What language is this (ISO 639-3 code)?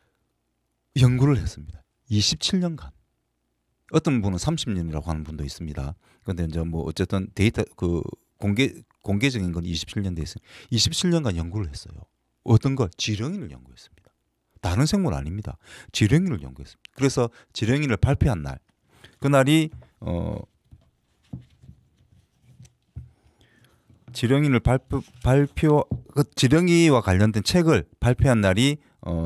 kor